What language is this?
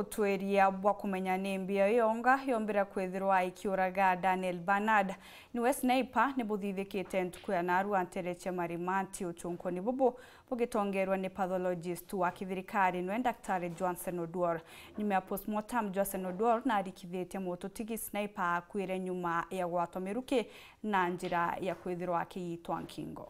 Meru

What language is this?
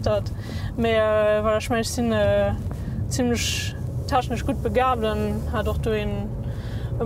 Luxembourgish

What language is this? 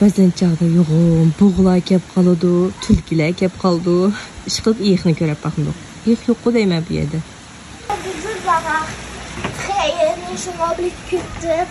Uyghur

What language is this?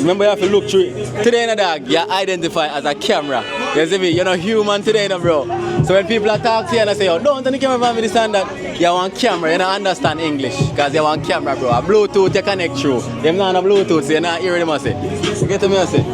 Jamaican Creole English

